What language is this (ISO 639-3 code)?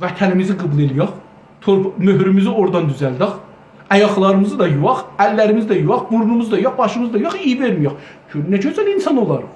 azb